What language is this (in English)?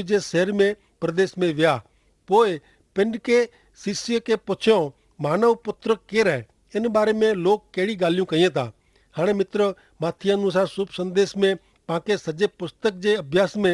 Kachhi